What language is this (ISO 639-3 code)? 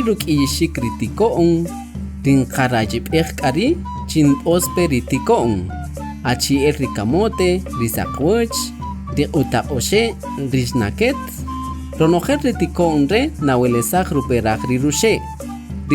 cak